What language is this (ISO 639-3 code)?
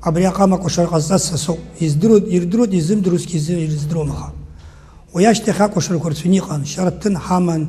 abk